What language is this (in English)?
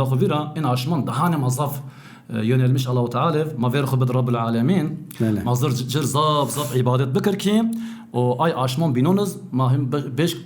Zaza